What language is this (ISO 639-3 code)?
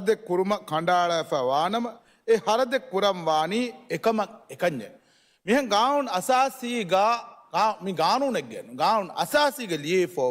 div